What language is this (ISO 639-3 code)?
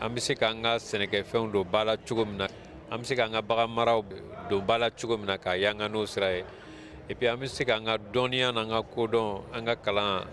bam